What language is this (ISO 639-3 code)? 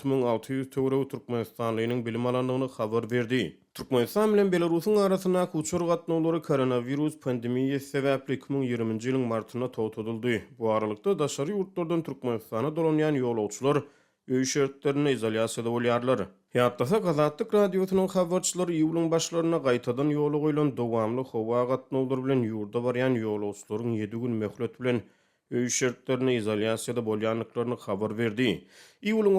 tuk